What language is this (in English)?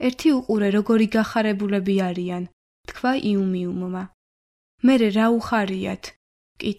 Georgian